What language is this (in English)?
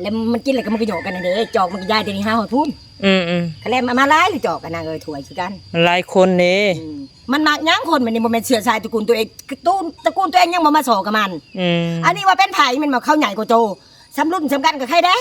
Northeastern Thai